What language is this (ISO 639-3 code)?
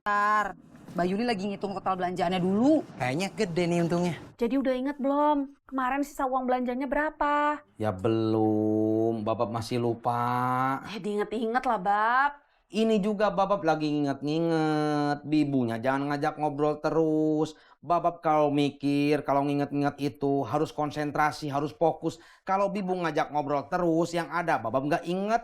bew